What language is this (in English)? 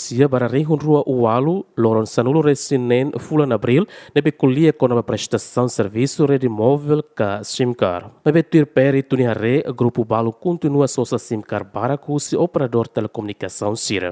Tetum